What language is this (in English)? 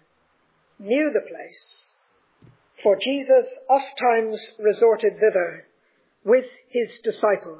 English